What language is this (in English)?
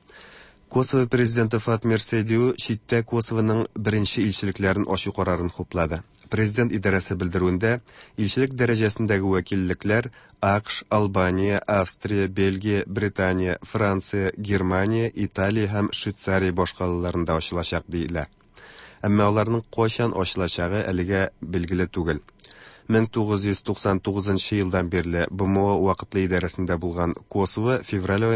Tatar